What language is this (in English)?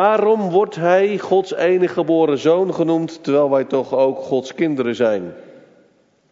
Dutch